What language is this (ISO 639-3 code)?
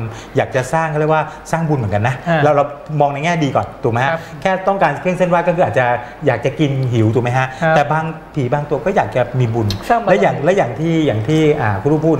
tha